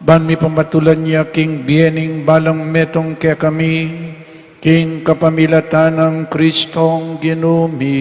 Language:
Pampanga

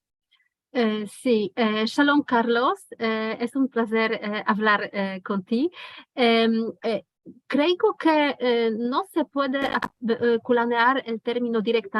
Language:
Ladino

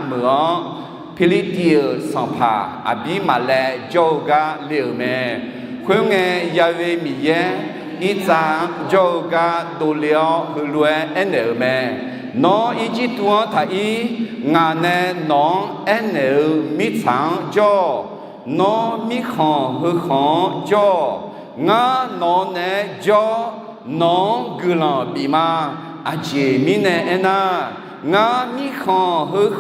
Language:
Akha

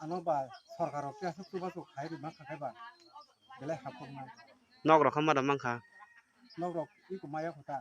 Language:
Kok Borok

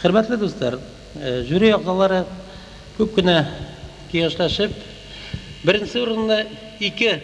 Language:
Bashkir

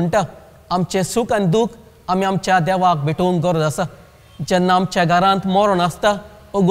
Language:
Konkani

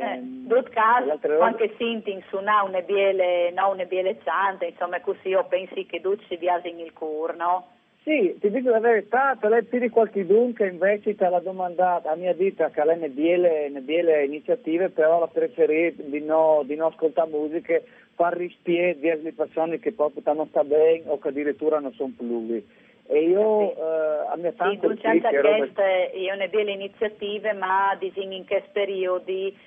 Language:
Friulian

